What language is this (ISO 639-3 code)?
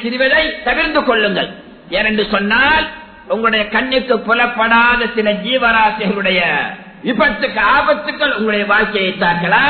tam